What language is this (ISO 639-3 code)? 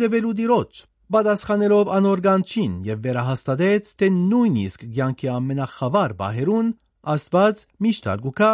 hye